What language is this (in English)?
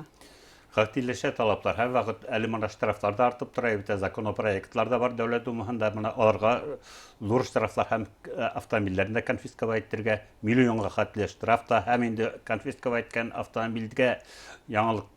Bashkir